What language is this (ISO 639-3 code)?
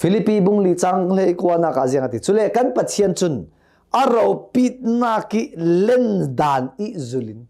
cnh